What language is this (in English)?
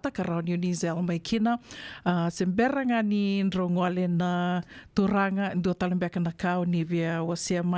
Fijian